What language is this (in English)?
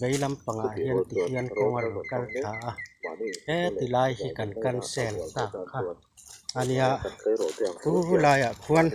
Mizo